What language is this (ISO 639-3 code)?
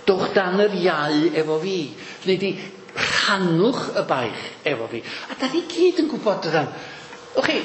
cym